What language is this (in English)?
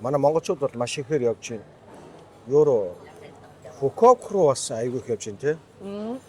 Mongolian